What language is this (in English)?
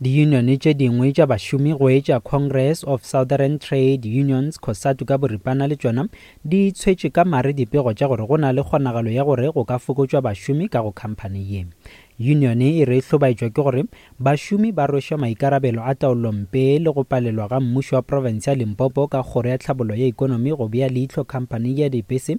Northern Sotho